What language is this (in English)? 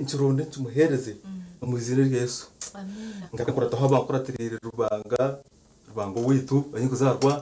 Nyankole